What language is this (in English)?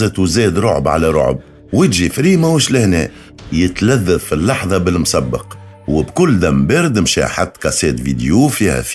Tunisian Arabic